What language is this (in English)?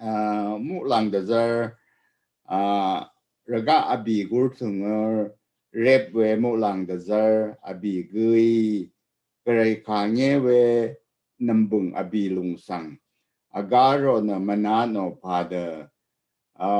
Rawang